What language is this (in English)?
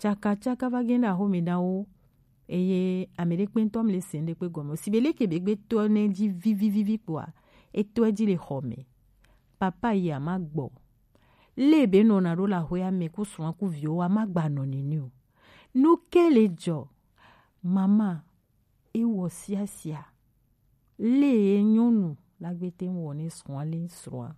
Gen